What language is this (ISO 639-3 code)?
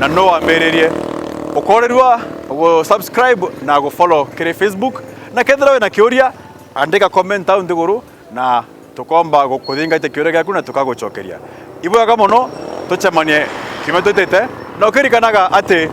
mer